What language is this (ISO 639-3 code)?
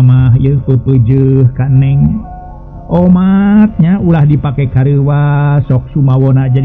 sun